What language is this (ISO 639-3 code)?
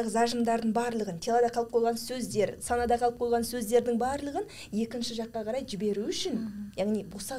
kaz